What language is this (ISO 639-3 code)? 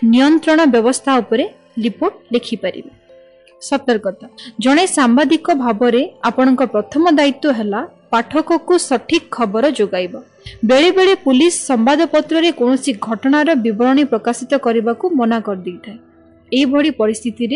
ori